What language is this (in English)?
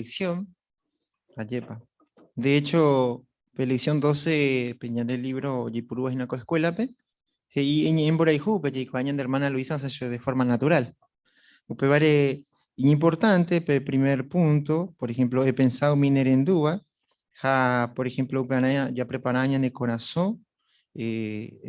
Guarani